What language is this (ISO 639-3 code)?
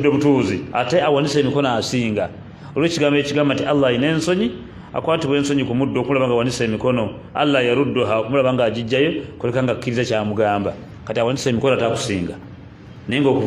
lug